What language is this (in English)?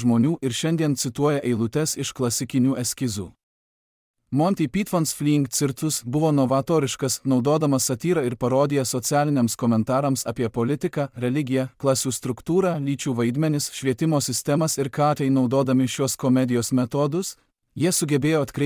Lithuanian